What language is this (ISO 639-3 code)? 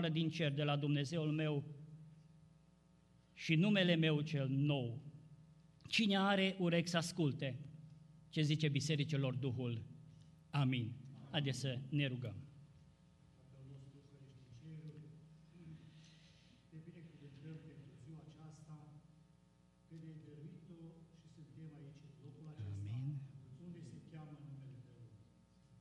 ron